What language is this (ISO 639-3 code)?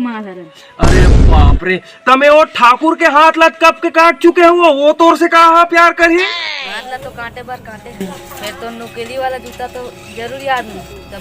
hne